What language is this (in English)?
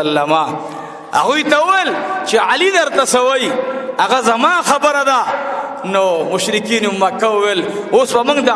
Pashto